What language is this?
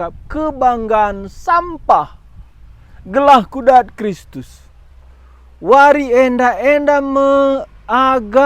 Batak Karo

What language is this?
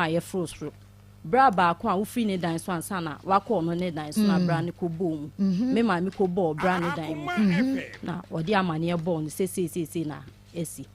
Akan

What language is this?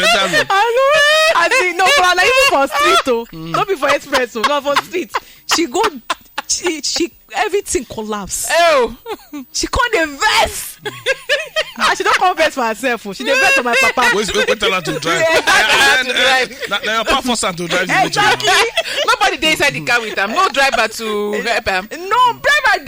Nigerian Pidgin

